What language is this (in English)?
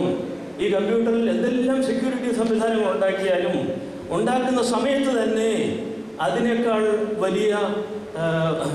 Malayalam